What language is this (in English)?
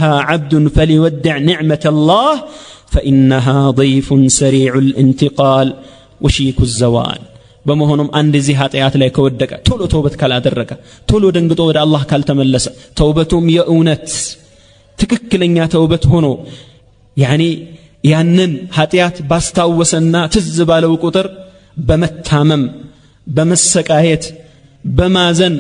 Amharic